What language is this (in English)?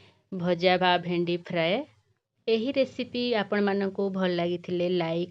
Odia